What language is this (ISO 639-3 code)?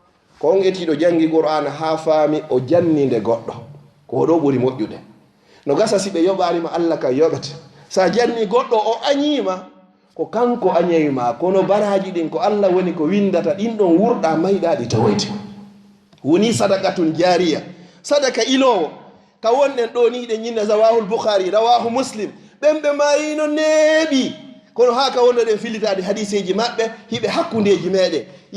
ful